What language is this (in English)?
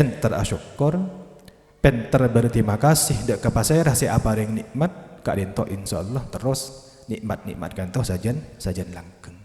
Madurese